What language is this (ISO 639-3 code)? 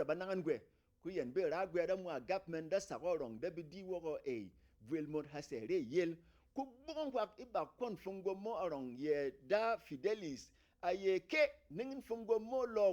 bom